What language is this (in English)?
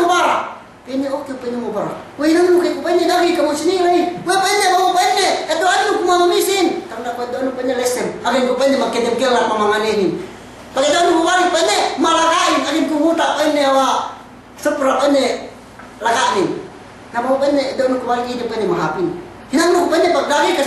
Yakan